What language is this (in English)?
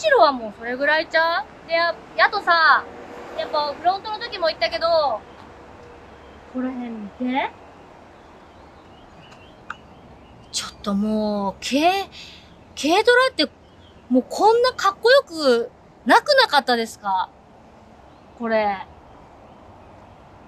Japanese